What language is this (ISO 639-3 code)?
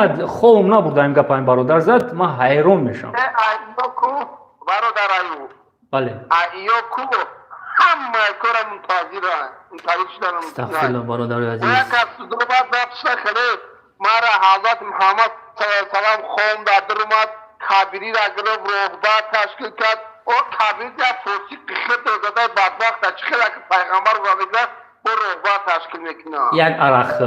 tgk